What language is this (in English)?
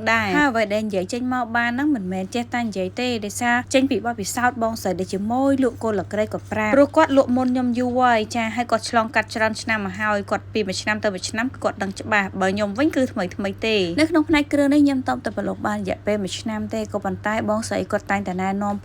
Khmer